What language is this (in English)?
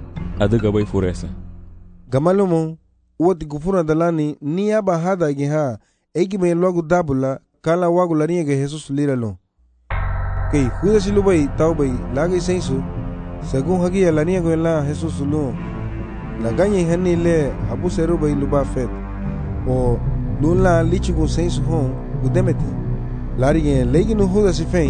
Garifuna